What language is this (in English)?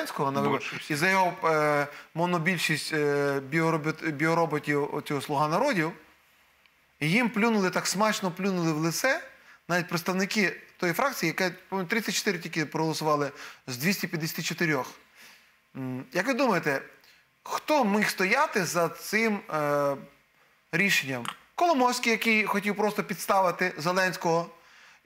Ukrainian